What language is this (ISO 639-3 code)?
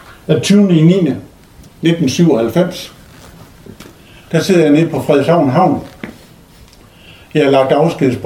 dan